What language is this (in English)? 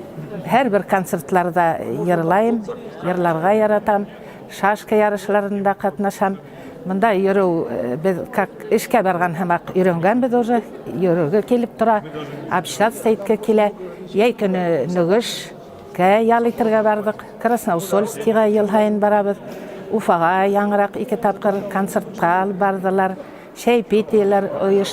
Bashkir